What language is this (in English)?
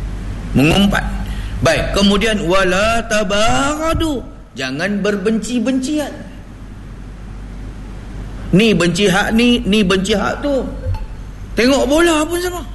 Malay